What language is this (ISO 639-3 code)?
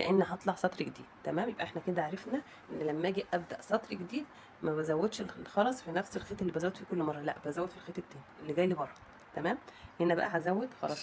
arz